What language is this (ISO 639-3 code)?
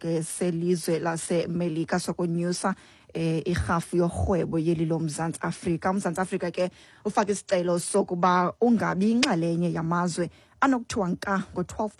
xho